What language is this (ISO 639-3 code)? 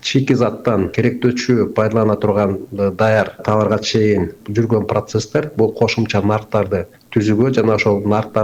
kir